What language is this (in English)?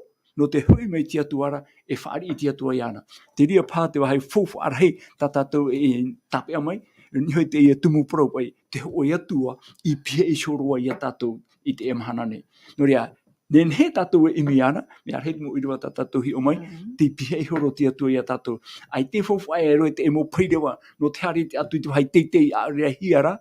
Tahitian